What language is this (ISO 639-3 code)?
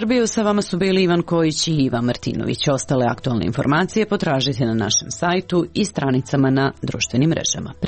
srp